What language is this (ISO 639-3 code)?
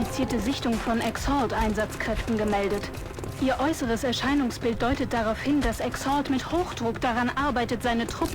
bar